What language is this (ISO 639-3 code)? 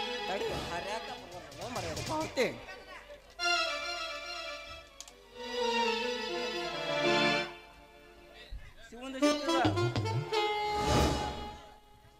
kan